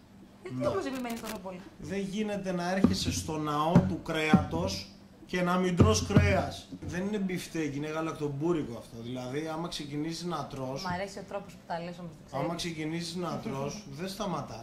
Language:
Greek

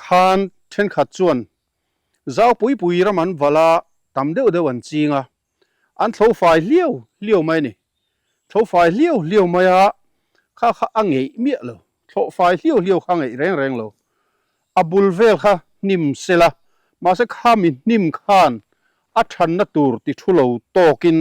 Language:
Mizo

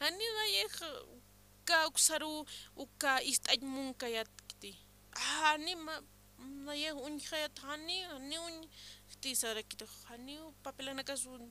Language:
Aymara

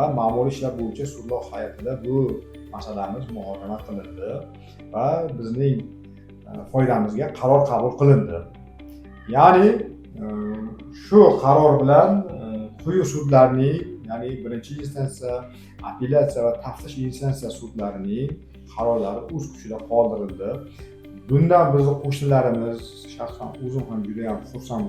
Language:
Uzbek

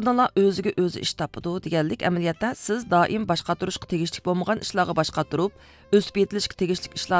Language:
Uyghur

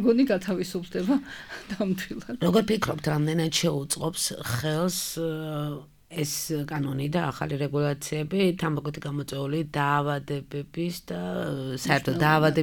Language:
Georgian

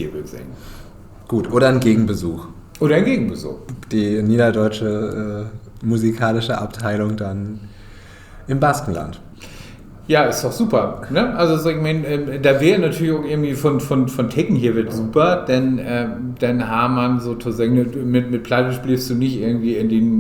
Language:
Low German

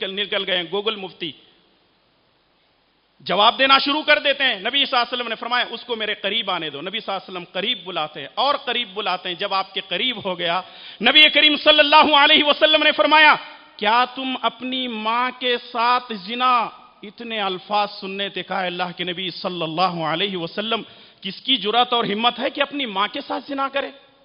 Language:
Urdu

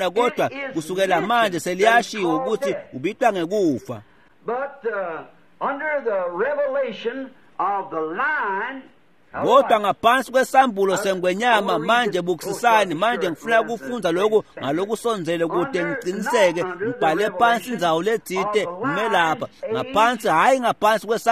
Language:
Swati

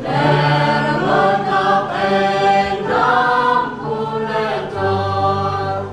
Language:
Central Mnong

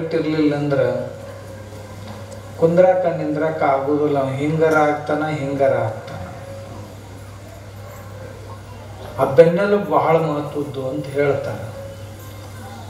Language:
Kannada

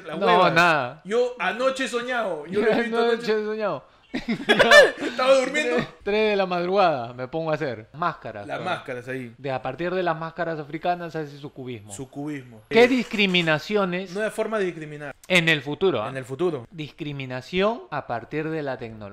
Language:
Spanish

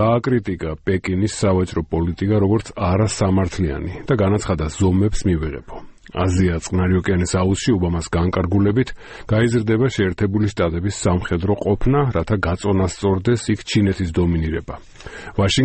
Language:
Georgian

